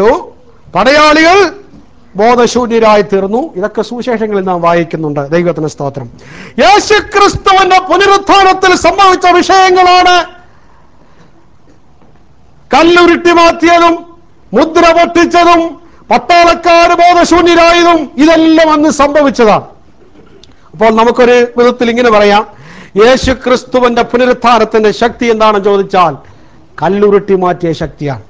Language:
Malayalam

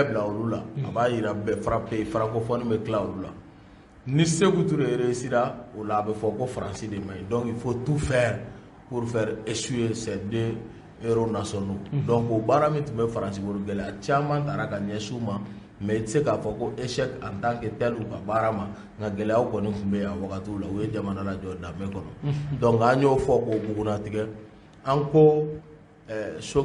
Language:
Bambara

